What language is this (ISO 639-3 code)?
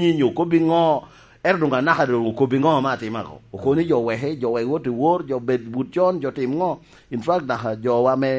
laj